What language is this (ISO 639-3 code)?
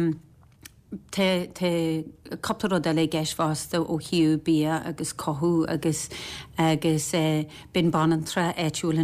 gle